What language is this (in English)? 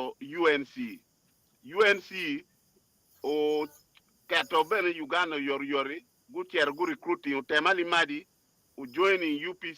Acoli